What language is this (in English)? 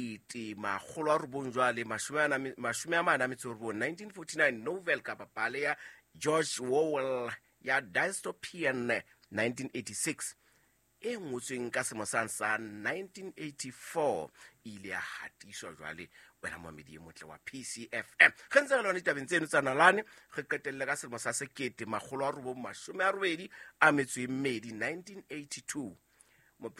Southern Sotho